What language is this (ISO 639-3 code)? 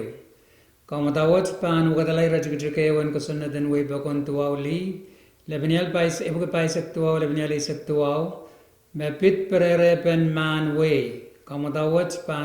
pon